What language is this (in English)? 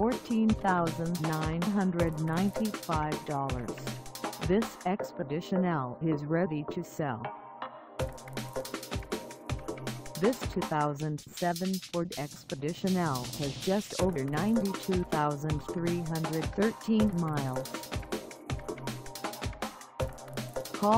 English